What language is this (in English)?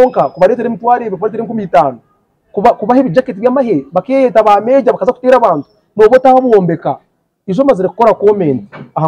Nyankole